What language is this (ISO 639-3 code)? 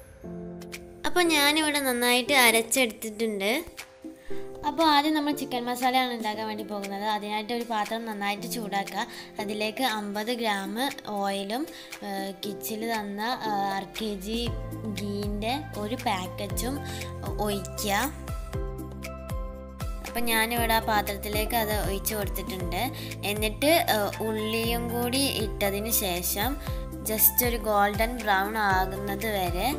mal